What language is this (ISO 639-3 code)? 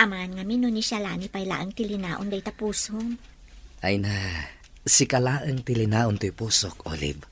ilo